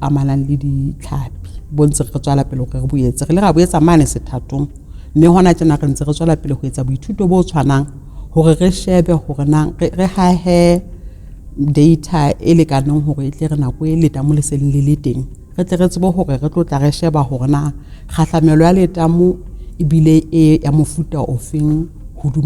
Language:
Southern Sotho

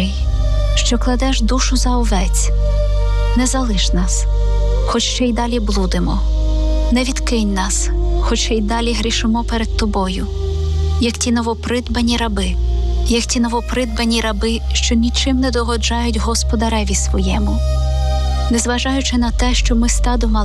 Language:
Ukrainian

